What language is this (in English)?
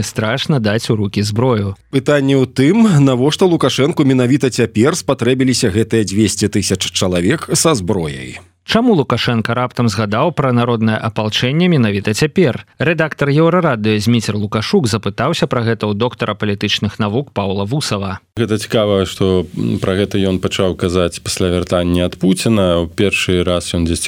Belarusian